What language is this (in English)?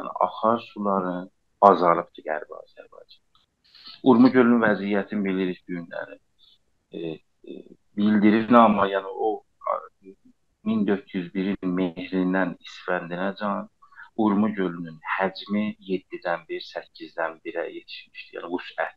South Azerbaijani